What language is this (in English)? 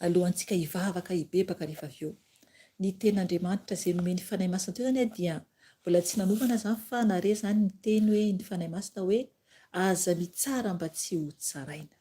Malagasy